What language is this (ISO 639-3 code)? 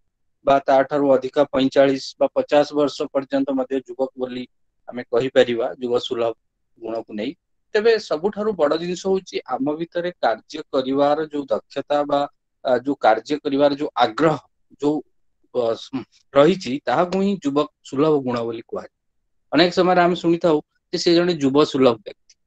ori